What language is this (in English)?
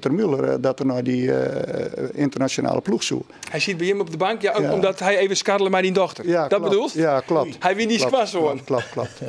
Western Frisian